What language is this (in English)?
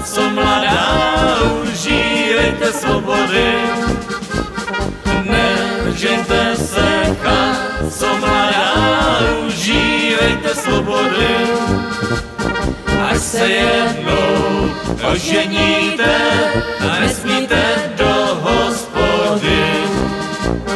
Czech